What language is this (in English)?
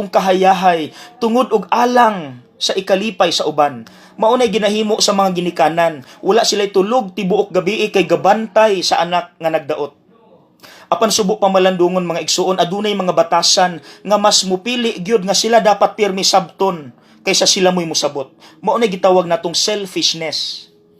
Cebuano